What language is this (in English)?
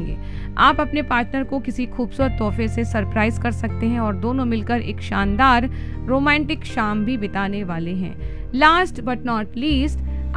Hindi